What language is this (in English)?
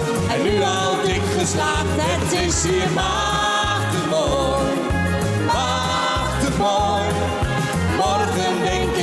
Dutch